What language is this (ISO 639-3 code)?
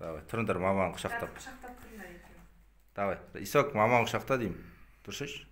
kaz